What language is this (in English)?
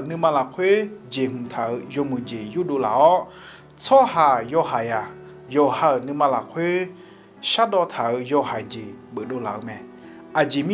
Akha